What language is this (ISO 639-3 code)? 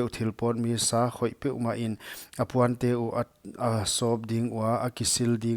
pck